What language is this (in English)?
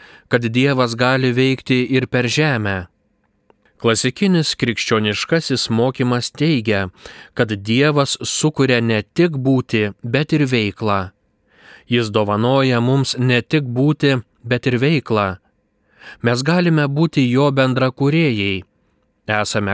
Lithuanian